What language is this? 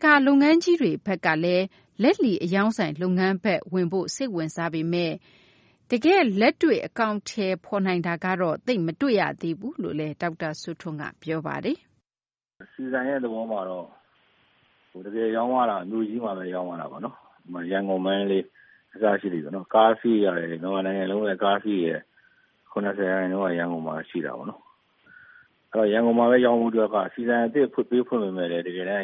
Burmese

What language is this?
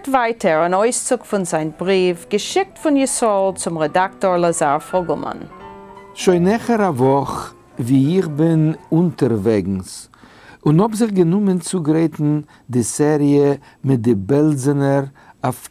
Yiddish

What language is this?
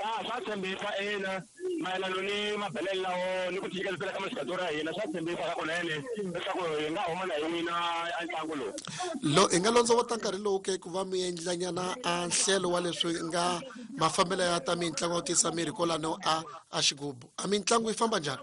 Tsonga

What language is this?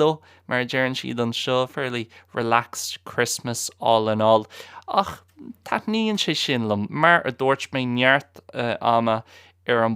Irish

